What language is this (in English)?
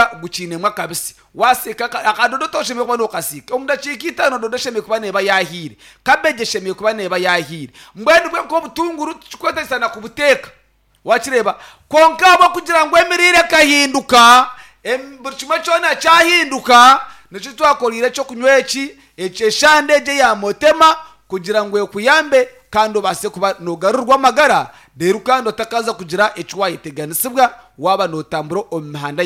Nyankole